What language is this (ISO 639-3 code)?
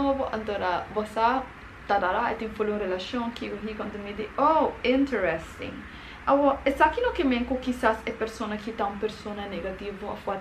pap